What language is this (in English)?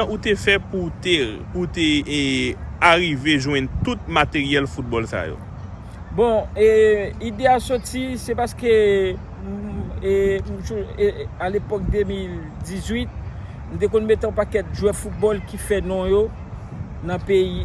Haitian Creole